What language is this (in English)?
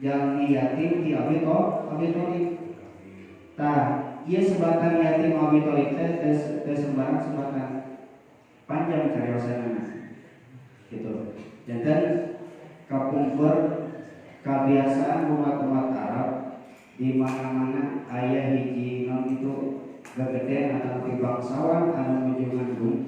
Sundanese